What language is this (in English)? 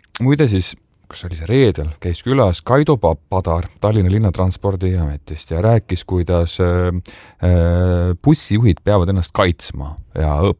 Estonian